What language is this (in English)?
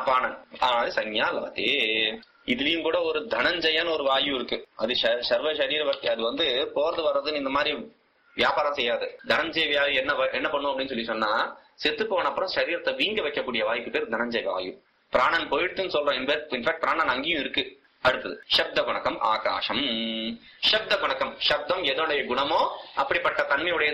Tamil